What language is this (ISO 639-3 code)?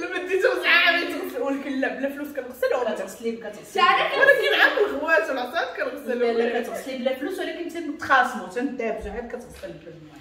ary